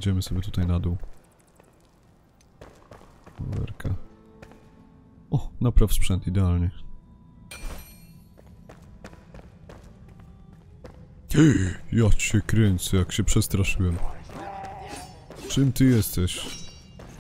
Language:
Polish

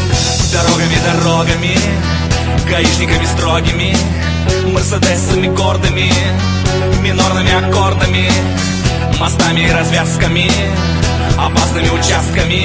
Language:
Russian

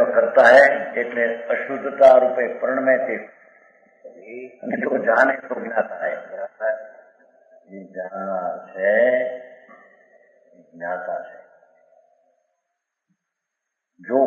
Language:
Gujarati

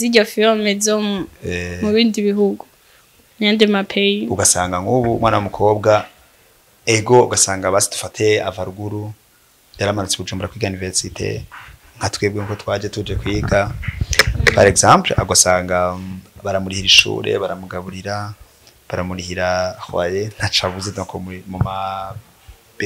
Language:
Rundi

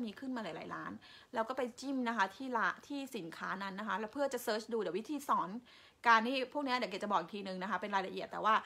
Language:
Thai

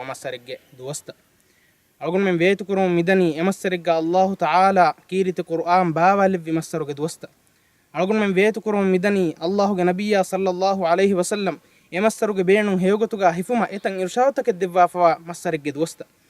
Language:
Divehi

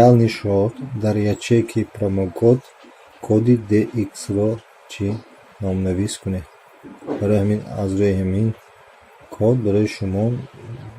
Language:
Tajik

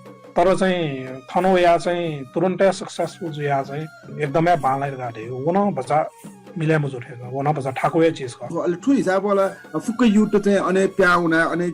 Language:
Newari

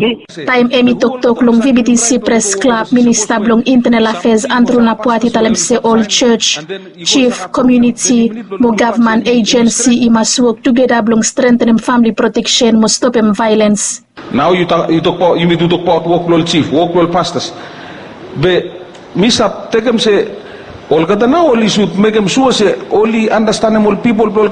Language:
Bislama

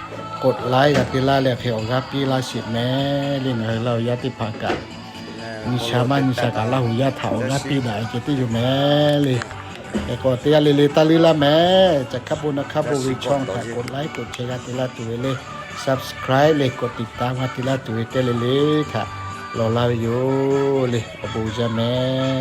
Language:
Lahu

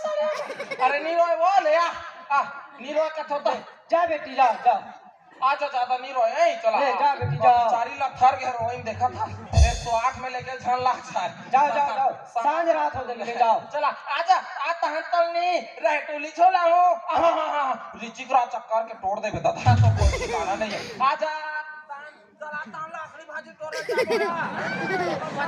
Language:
Chhattisgarhi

